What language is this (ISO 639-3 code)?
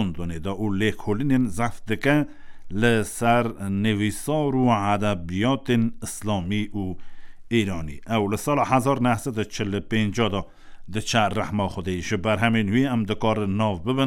kur